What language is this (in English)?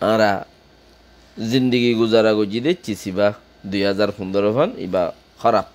Rohingya